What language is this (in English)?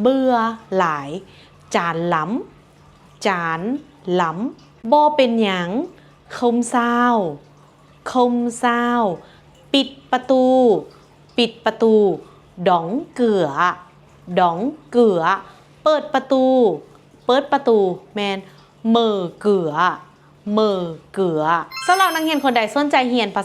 Lao